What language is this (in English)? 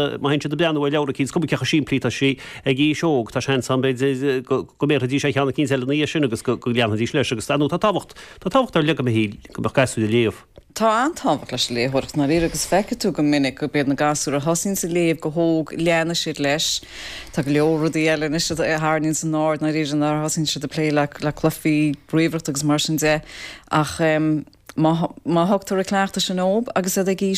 Irish